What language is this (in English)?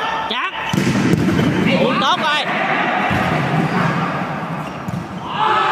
Vietnamese